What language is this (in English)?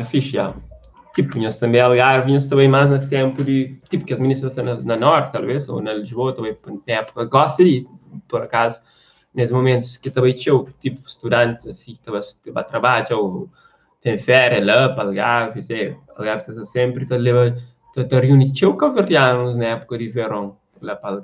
Kabuverdianu